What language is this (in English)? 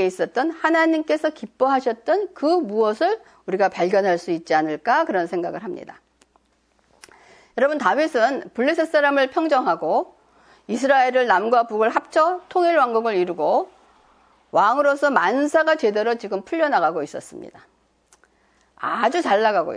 Korean